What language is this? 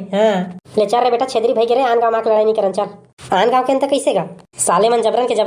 Chhattisgarhi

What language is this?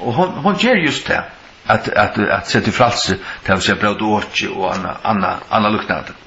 Faroese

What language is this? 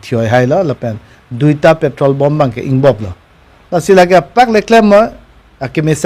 Karbi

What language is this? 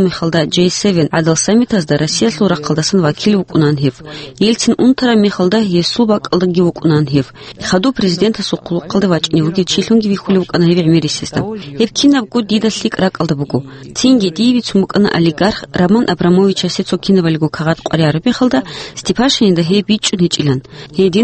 Avaric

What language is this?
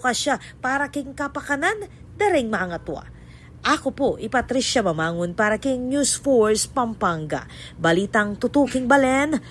Pampanga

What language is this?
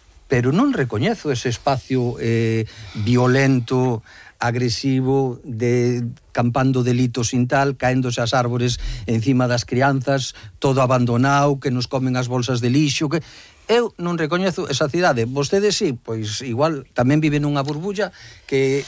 Galician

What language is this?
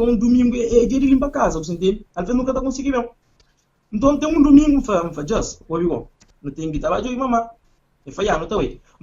Kabuverdianu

